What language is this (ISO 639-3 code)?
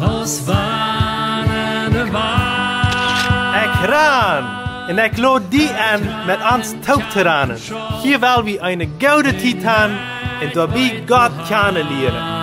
pdt